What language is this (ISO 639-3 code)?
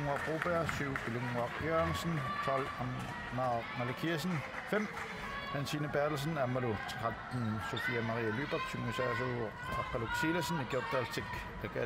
kal